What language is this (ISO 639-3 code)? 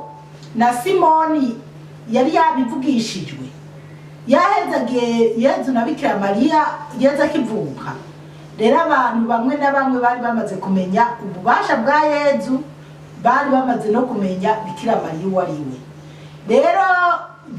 run